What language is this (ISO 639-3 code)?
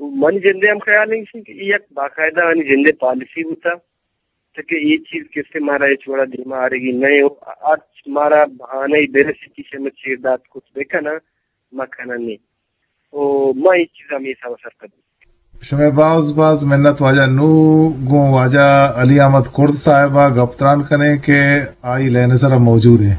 bgp